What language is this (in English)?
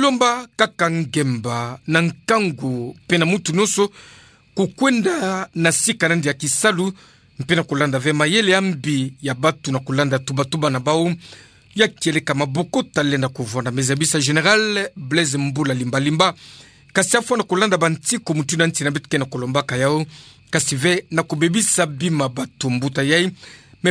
Kituba (Democratic Republic of Congo)